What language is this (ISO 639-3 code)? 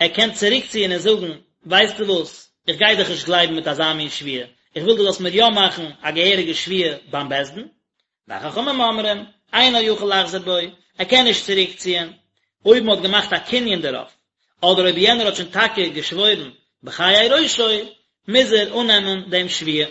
yid